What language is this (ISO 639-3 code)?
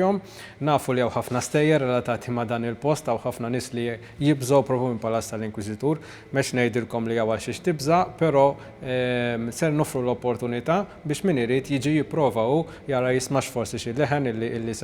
mlt